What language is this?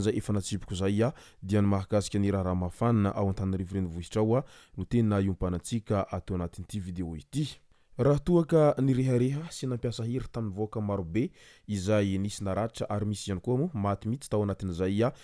Malagasy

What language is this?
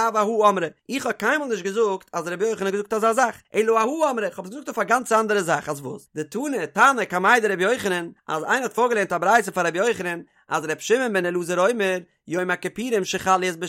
Yiddish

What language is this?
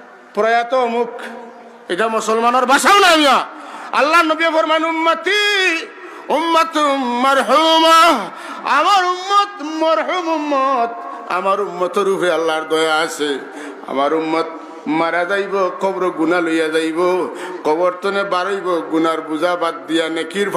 Sylheti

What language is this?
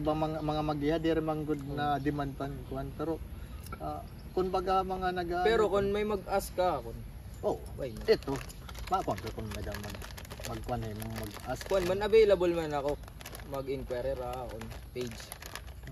Waray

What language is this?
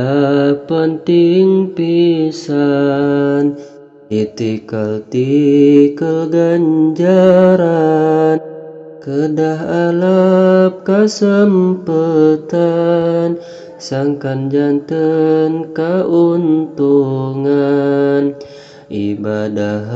Sundanese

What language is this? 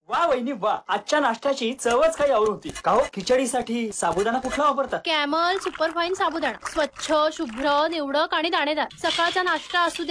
Marathi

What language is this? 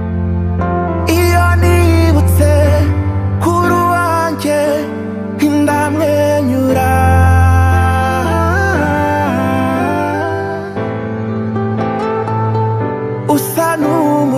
Kinyarwanda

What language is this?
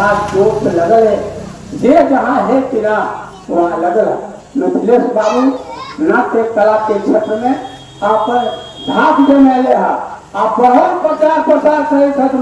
Magahi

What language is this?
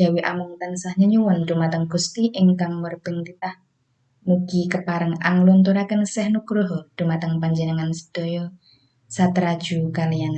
Javanese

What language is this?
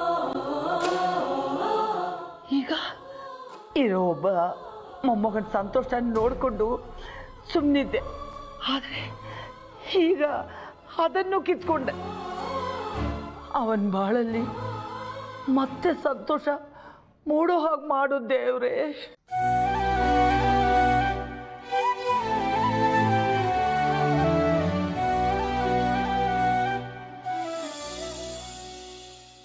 Kannada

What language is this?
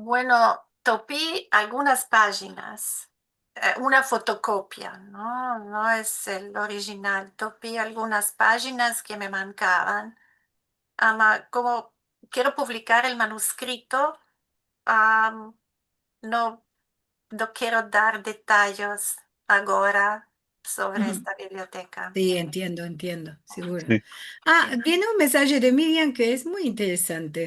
Ladino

